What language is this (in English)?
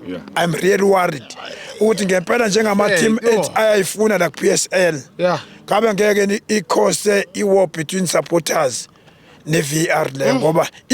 Zulu